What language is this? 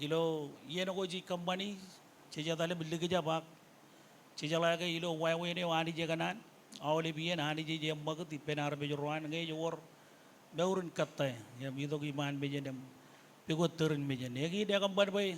Marshallese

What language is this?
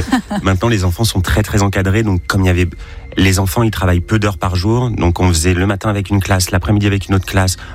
French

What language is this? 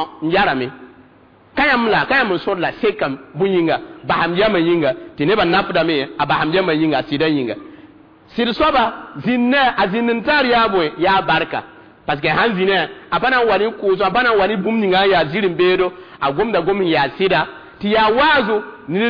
Mossi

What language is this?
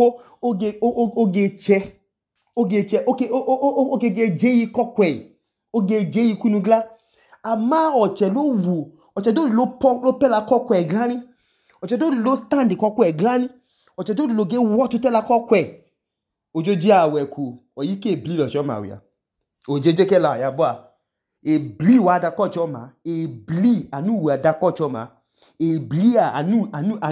Idoma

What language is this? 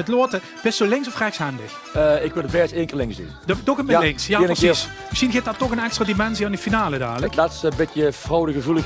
Limburgish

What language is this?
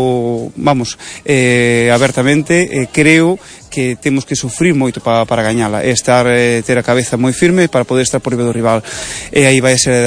Galician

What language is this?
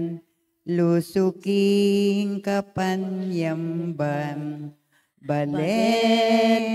Pampanga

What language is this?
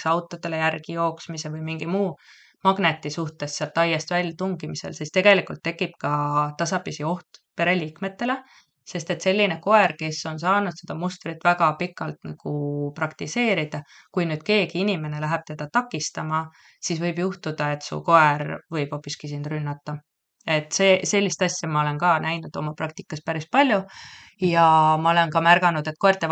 Estonian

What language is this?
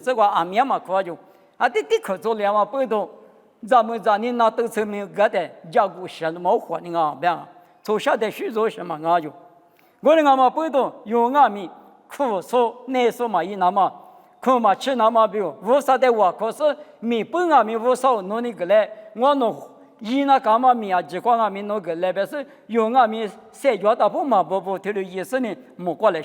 Lisu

